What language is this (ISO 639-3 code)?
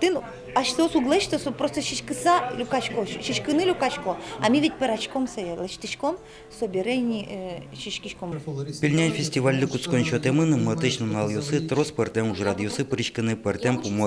udm